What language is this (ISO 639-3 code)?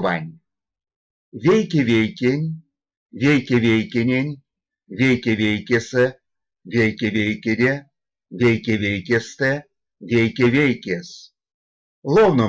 myv